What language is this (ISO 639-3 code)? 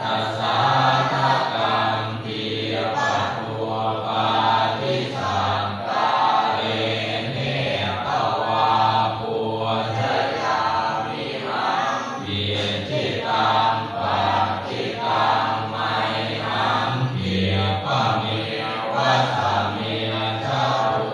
pli